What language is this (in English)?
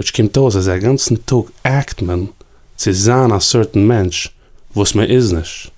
Yiddish